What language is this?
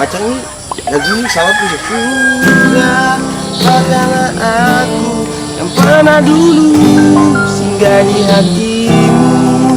Ambonese Malay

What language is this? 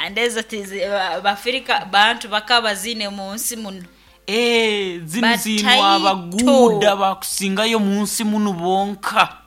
Nyoro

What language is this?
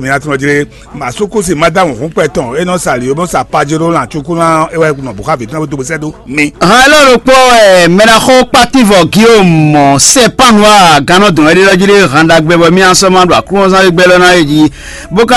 Fon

